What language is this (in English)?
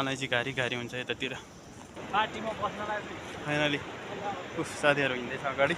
Nepali